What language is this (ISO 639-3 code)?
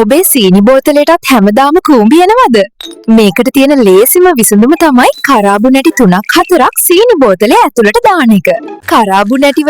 sin